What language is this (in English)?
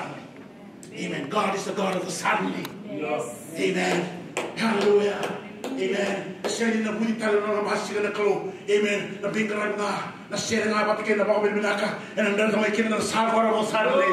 Fijian